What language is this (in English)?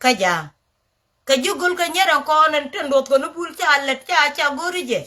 Nuer